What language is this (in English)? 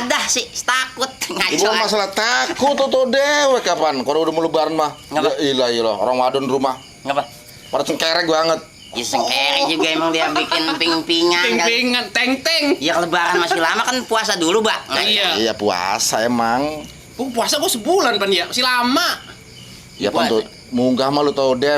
Betawi